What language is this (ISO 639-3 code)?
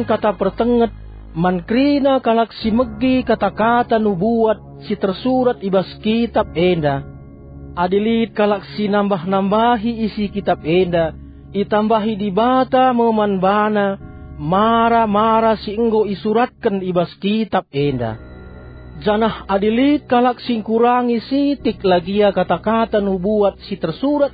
btx